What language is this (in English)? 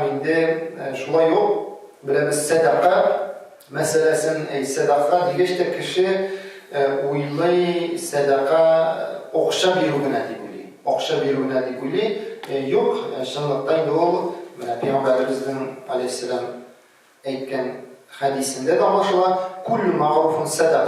Tatar